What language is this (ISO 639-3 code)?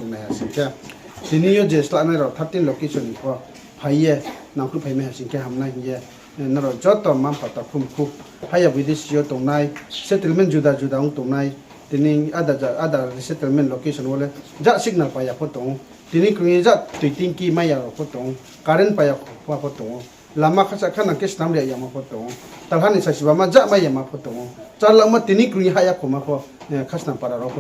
ria